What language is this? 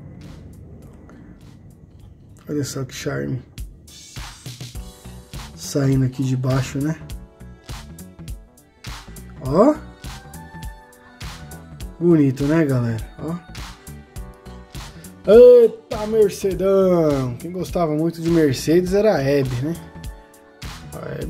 Portuguese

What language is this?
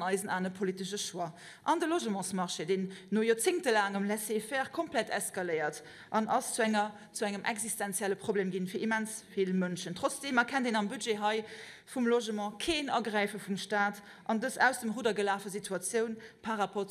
Luxembourgish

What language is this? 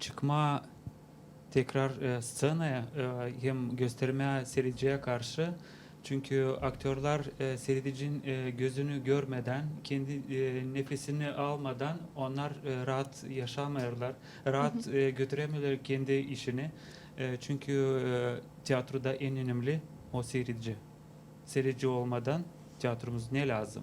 Gagauz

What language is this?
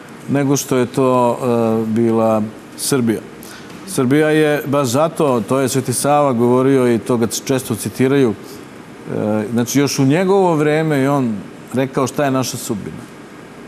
Serbian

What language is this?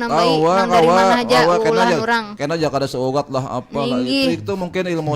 Banjar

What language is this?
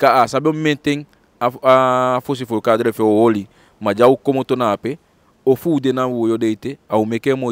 Eastern Maroon Creole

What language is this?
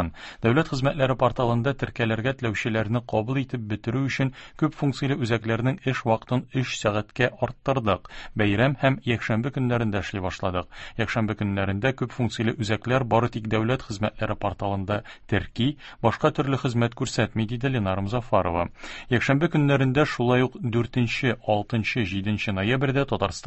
Tatar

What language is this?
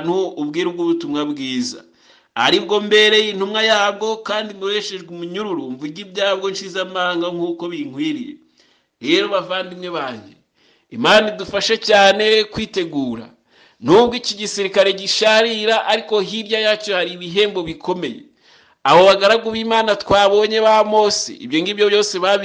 Kinyarwanda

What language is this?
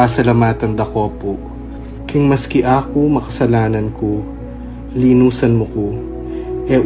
Pampanga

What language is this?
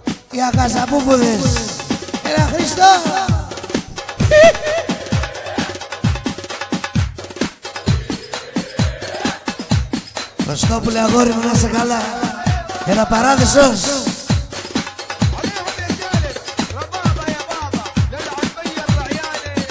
Greek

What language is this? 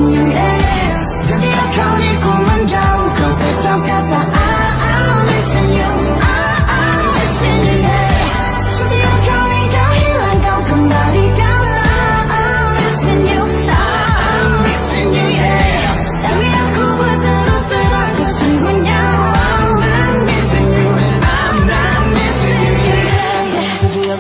Malay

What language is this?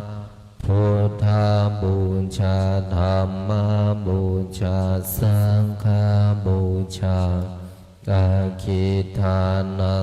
Pali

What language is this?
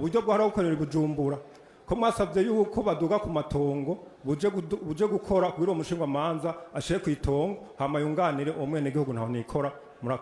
Rundi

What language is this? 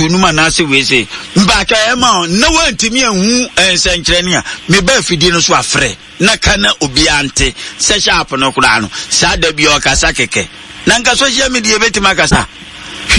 Akan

